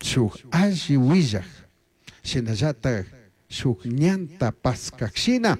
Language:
Chimborazo Highland Quichua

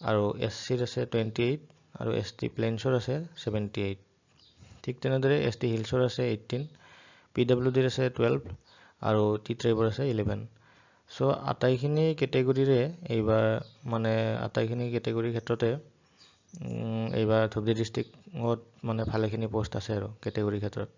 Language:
Assamese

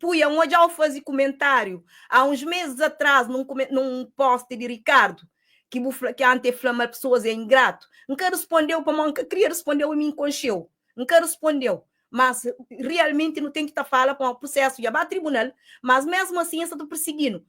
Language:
Kabuverdianu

